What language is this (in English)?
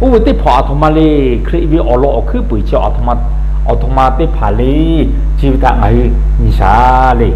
Lahu